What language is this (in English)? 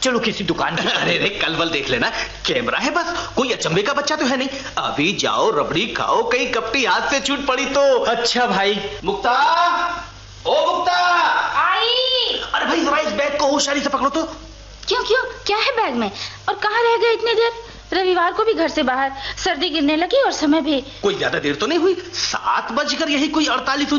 Hindi